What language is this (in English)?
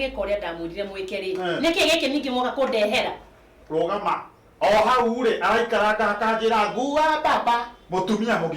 Kikuyu